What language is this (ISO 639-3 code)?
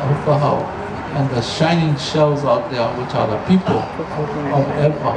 haw